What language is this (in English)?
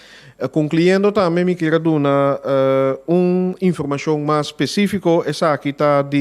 Papiamento